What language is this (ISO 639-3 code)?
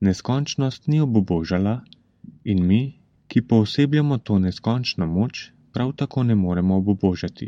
slv